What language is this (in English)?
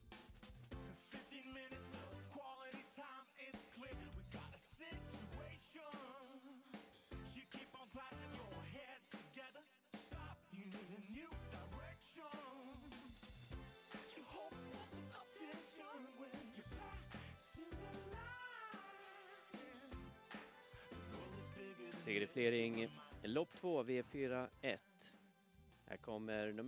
Swedish